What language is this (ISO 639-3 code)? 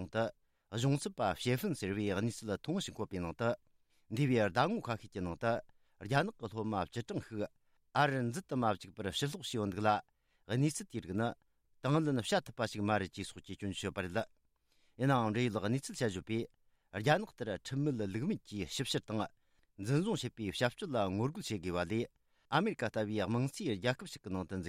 bod